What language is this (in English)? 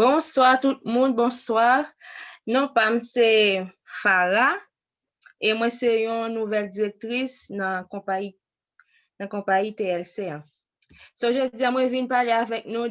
Haitian Creole